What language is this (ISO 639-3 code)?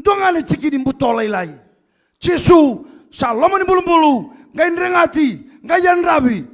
fij